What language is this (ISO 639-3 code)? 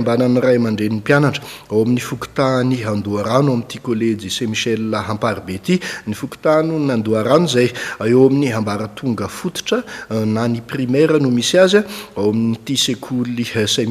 mlg